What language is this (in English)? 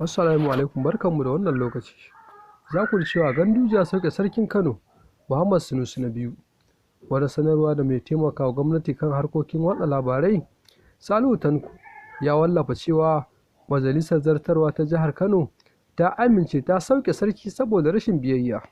Hausa